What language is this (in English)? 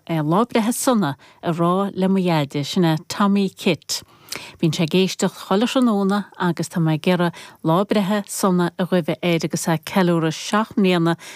Irish